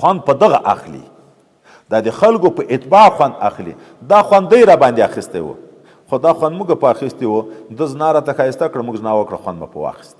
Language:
Pashto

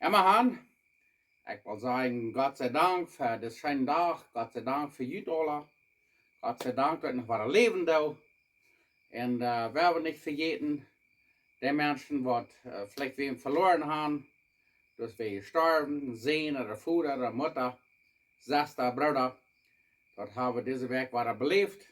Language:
Plautdietsch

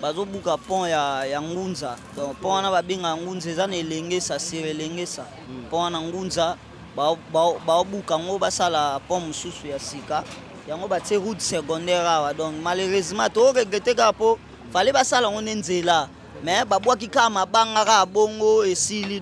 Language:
Lingala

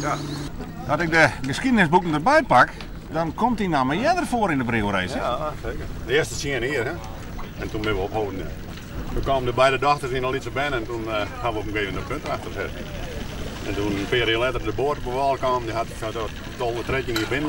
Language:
Western Frisian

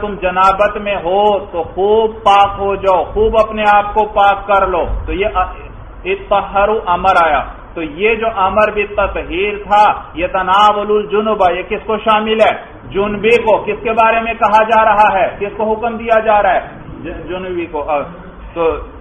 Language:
Urdu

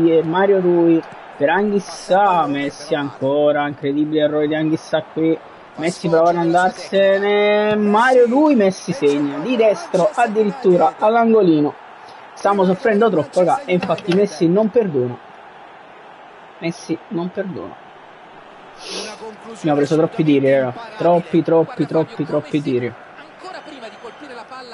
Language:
Italian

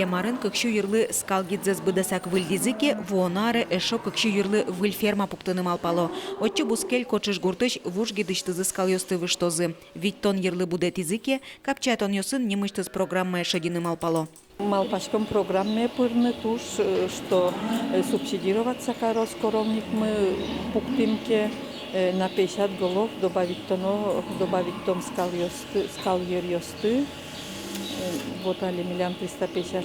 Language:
Udmurt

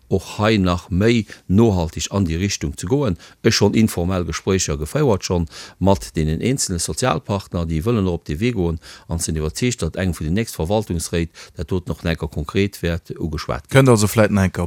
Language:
Luxembourgish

